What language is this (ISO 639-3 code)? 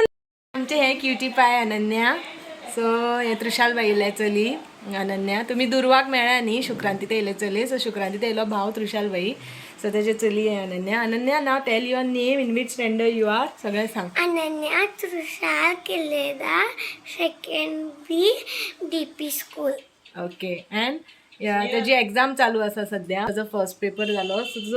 kok